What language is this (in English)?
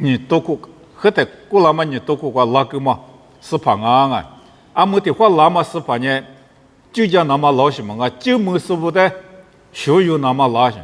Lisu